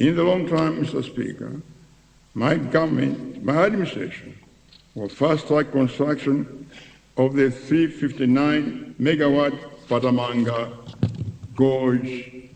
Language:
Nyanja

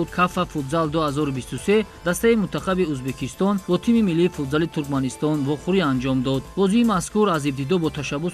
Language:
Tajik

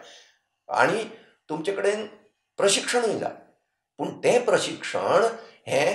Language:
Konkani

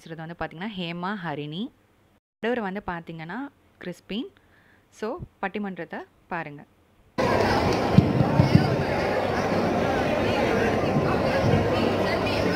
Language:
Tamil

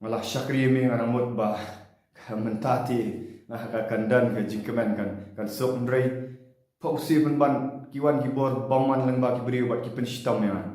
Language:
Khasi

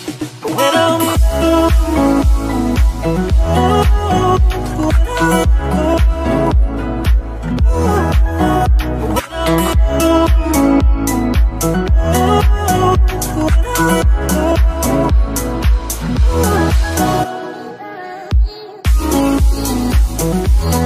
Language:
English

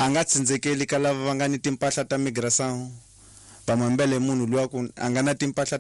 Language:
Tsonga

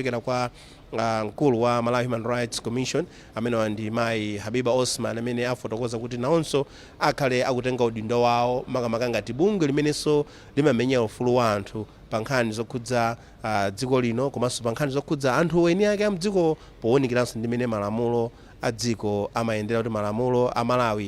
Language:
Nyanja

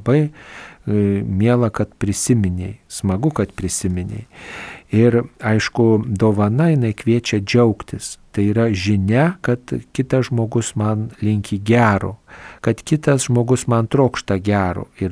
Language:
Lithuanian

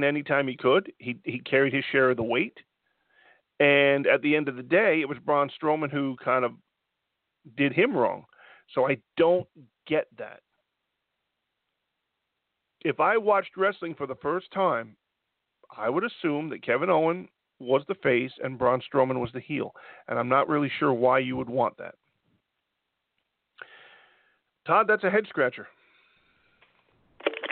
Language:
English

